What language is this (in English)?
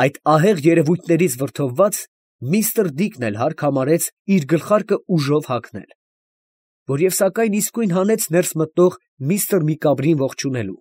Armenian